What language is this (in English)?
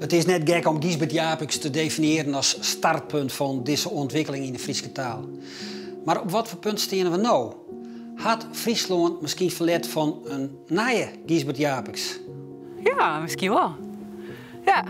Western Frisian